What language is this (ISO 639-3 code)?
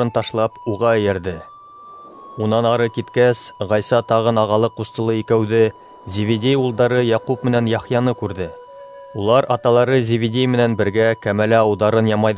bak